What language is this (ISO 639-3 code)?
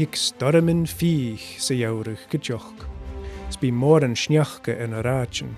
gla